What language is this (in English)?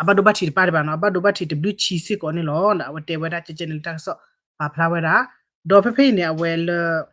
S'gaw Karen